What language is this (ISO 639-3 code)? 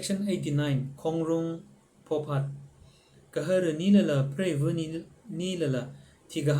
nmf